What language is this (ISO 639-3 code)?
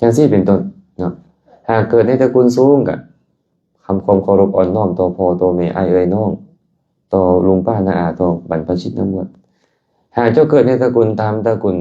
lao